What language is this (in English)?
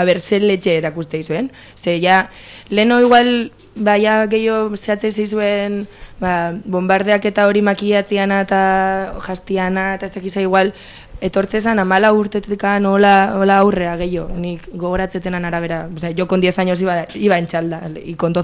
Basque